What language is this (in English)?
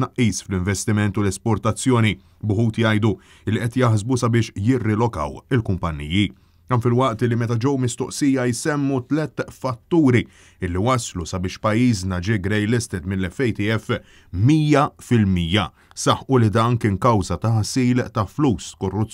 Maltese